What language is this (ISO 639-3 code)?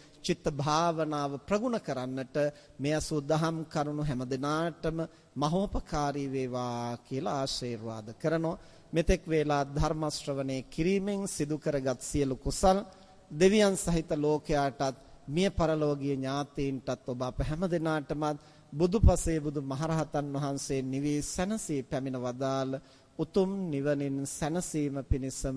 sin